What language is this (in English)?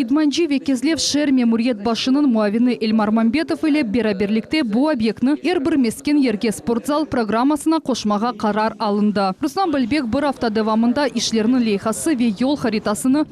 Crimean Tatar